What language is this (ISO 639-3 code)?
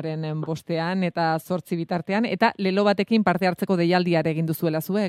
eus